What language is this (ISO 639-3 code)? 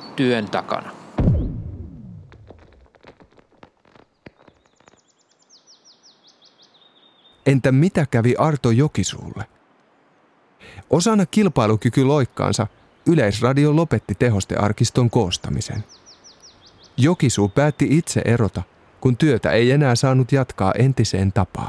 fin